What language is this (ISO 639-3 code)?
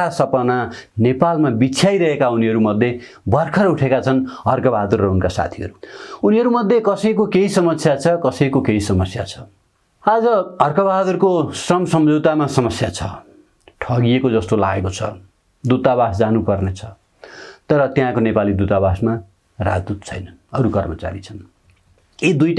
nep